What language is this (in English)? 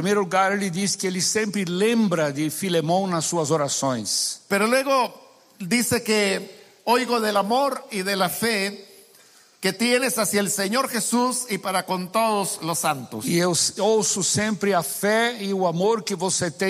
Portuguese